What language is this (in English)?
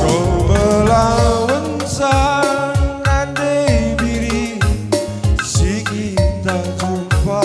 Batak Karo